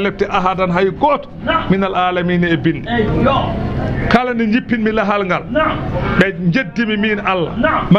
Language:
Fula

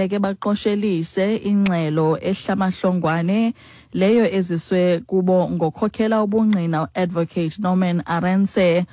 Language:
Xhosa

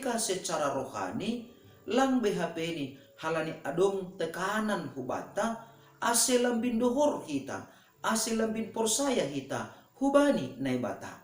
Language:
Batak Simalungun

